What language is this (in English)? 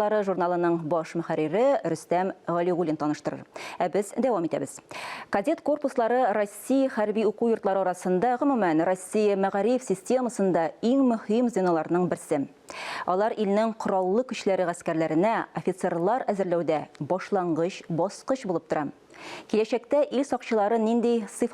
Tatar